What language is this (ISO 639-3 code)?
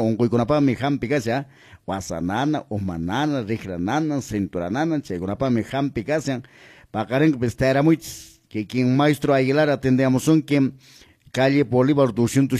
que